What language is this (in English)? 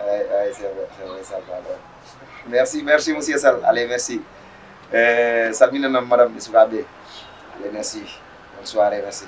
Fula